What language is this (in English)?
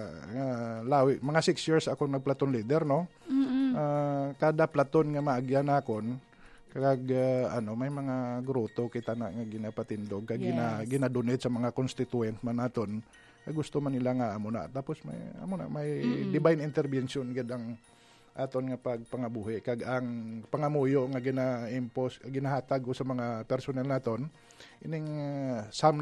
Hiligaynon